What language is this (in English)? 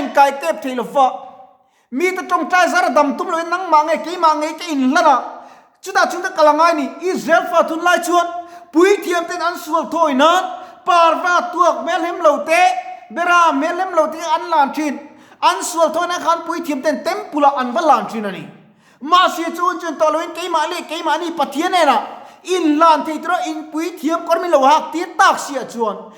Mizo